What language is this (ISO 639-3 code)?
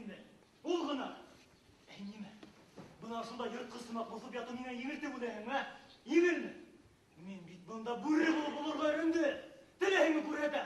bak